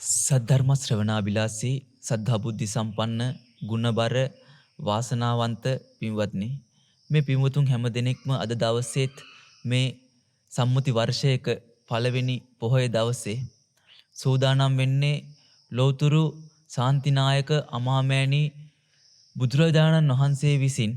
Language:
Sinhala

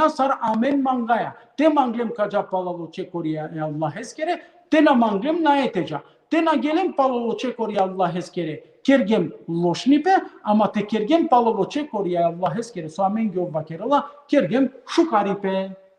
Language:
Balkan Romani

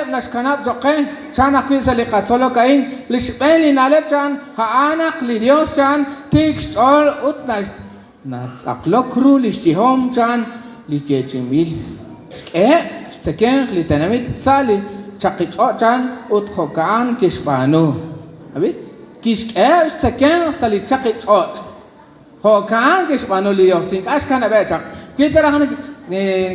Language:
Kekchí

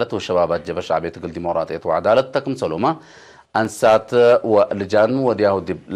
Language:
Tigre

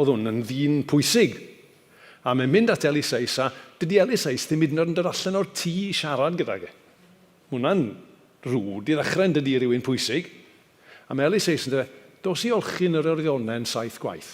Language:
Welsh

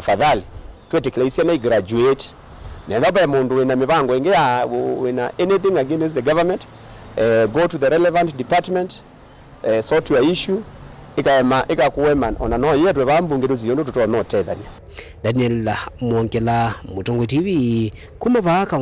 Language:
Kamba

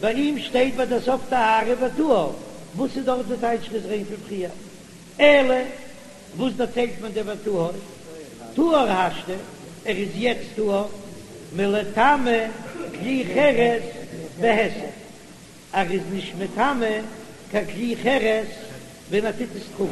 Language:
Yiddish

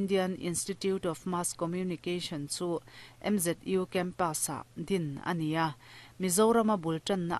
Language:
Mizo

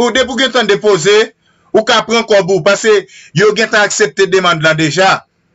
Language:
Haitian Creole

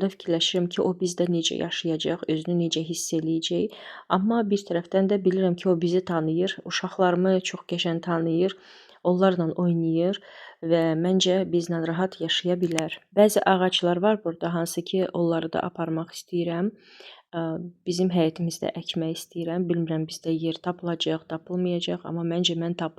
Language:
Azerbaijani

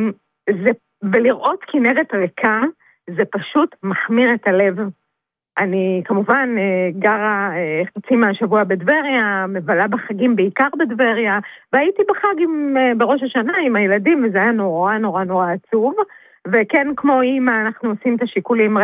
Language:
Hebrew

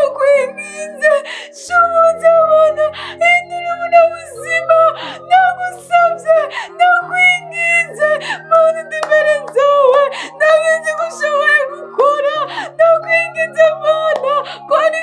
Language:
Rundi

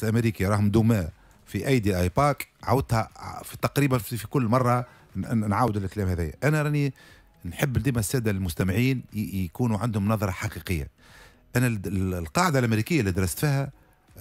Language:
Tunisian Arabic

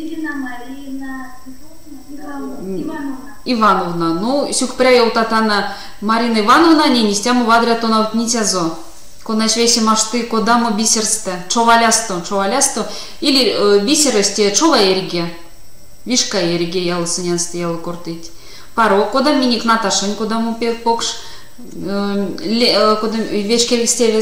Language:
Erzya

